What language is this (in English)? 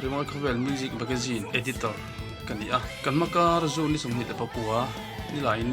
Mizo